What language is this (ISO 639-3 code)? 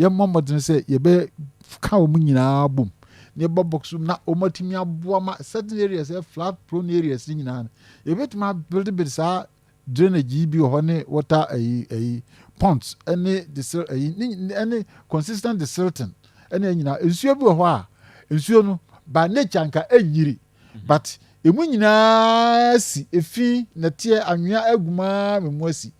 aka